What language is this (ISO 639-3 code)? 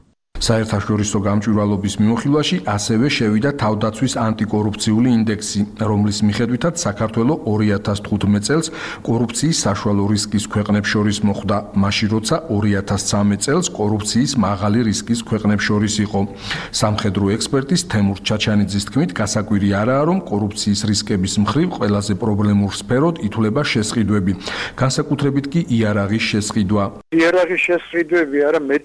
kat